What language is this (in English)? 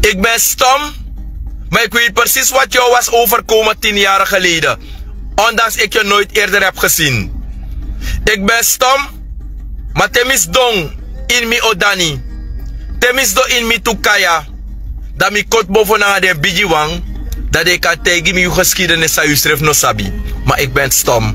Sranan Tongo